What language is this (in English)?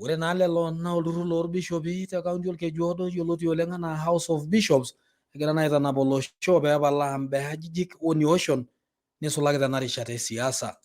Masai